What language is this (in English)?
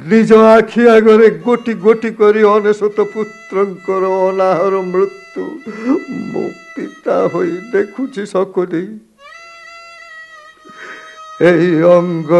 Odia